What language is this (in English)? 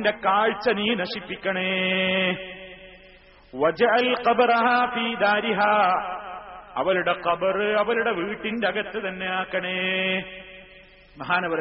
Malayalam